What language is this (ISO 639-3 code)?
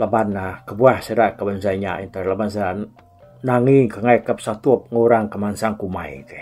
iba